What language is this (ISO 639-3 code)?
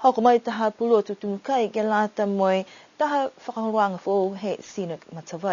niu